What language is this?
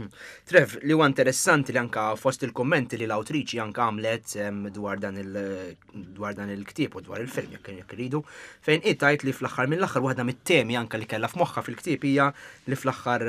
Maltese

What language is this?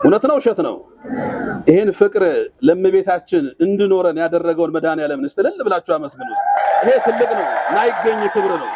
Amharic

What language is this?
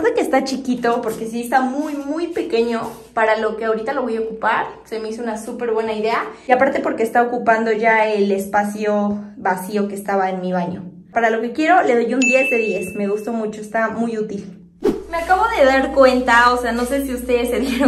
Spanish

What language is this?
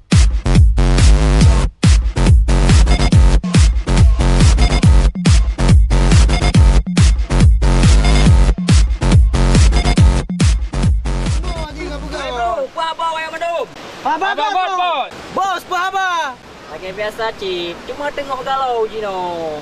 Achinese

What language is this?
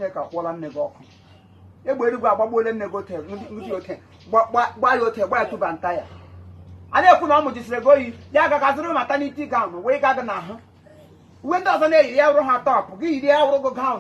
Igbo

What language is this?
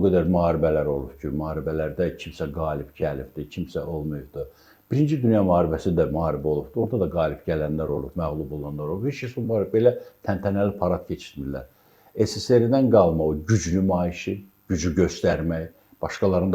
Azerbaijani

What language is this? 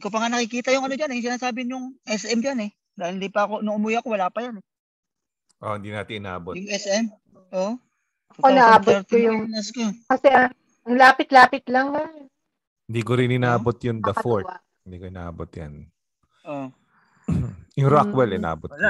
Filipino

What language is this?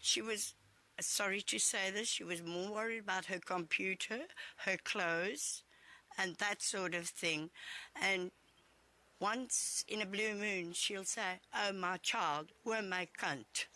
English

